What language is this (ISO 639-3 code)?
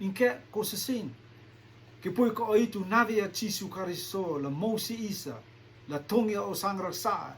rtm